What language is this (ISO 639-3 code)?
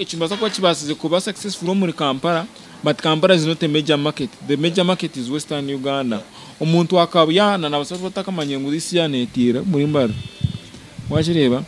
nyn